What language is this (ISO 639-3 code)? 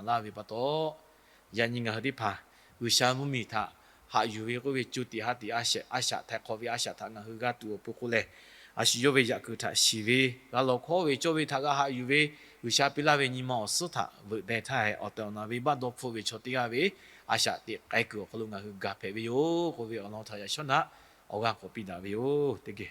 lhu